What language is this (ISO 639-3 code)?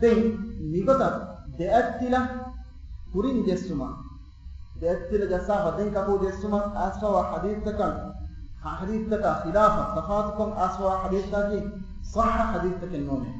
div